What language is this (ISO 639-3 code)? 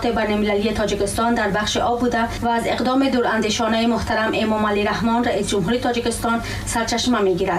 tgk